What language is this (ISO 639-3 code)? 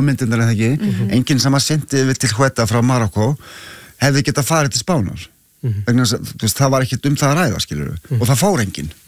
isl